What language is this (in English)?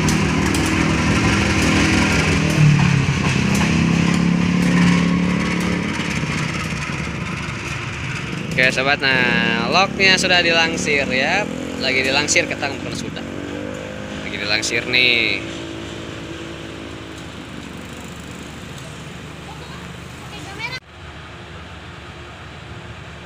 Indonesian